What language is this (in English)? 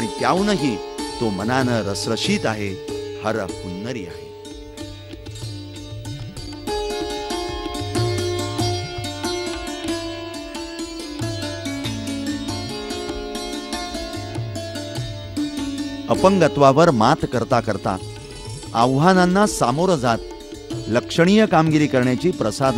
Marathi